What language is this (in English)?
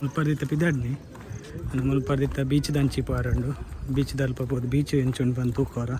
Tulu